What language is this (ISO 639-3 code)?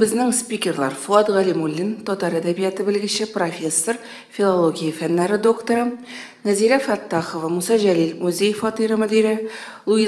tat